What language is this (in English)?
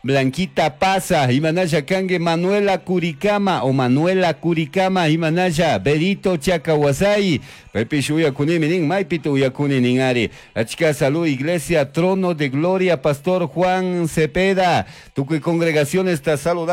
Chimborazo Highland Quichua